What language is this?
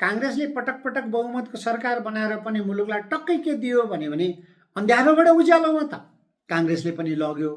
Nepali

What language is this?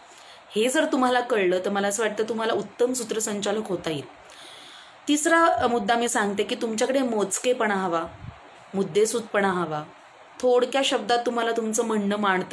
Marathi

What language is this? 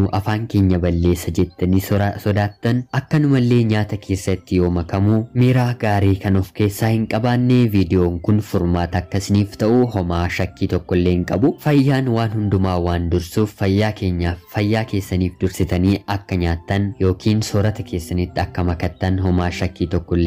Oromo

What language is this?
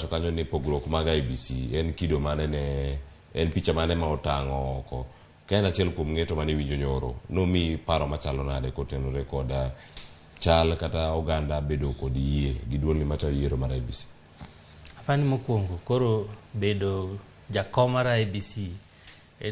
Luo (Kenya and Tanzania)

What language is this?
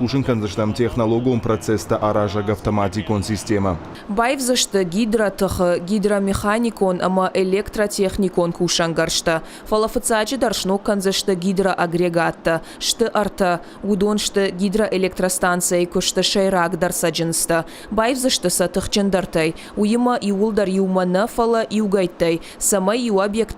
Ossetic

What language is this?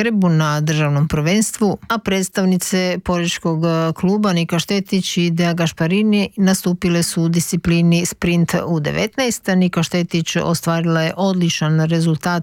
Croatian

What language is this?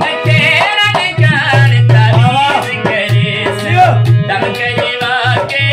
Saraiki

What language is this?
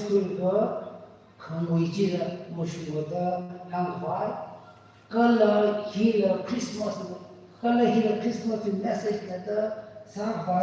Tangkhul Naga (India)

